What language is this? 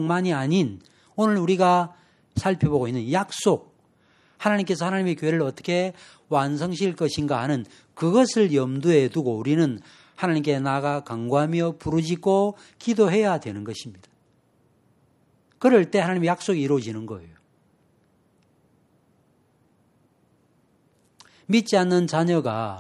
Korean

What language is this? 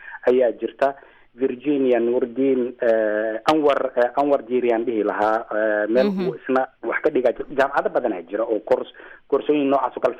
Somali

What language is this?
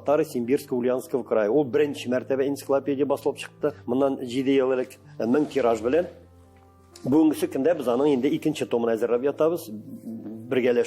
Tatar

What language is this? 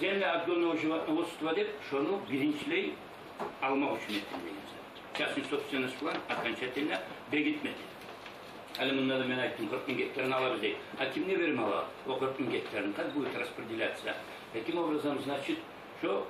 Kumyk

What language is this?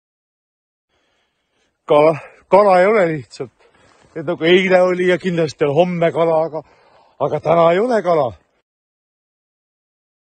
Estonian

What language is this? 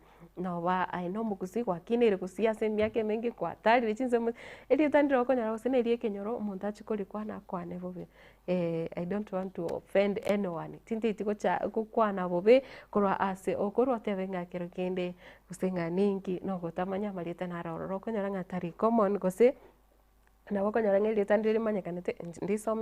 Gusii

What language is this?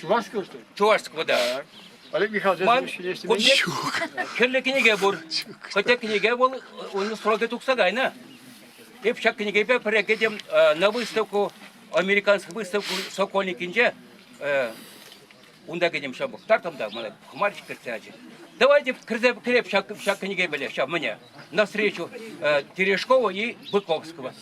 Chuvash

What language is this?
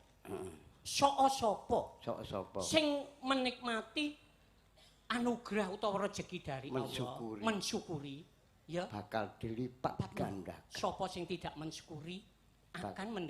Javanese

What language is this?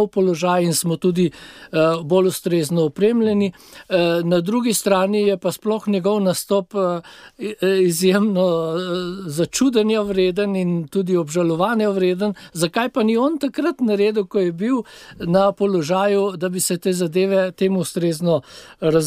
Slovenian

